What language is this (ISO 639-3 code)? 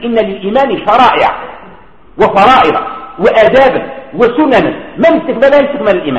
ara